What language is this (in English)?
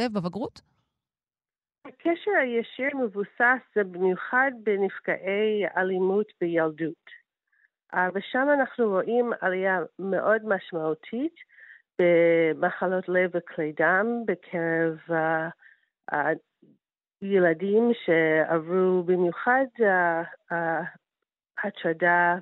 Hebrew